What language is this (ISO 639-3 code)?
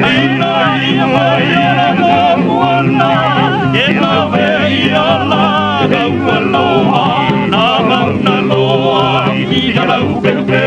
haw